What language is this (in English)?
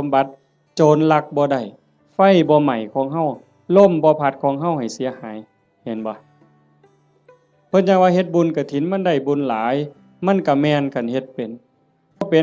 Northeastern Thai